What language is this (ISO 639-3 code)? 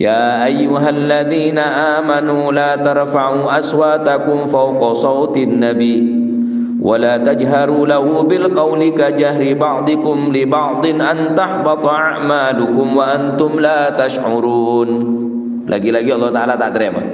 mad